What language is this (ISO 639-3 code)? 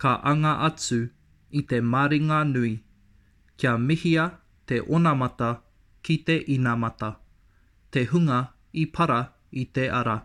lav